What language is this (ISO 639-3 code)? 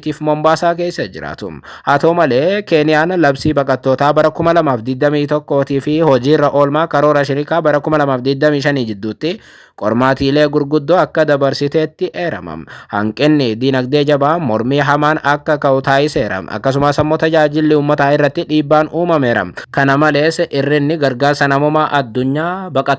orm